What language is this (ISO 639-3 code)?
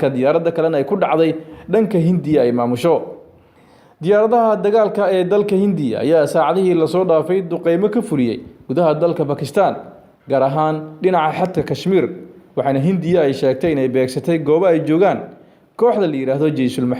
som